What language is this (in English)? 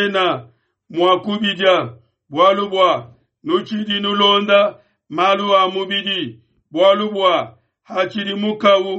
Luba-Lulua